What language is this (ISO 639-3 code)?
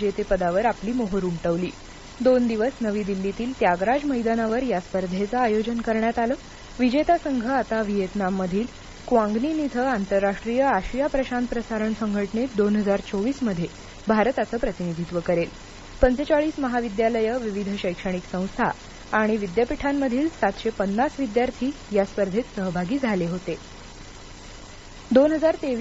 mar